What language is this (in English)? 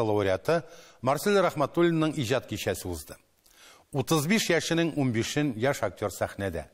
Tatar